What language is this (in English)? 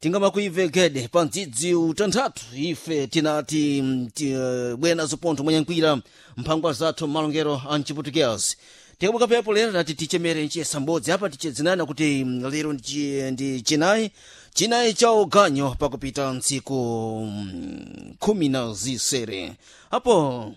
Sena